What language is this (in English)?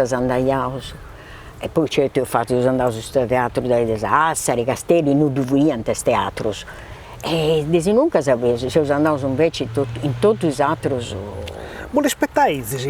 Sardinian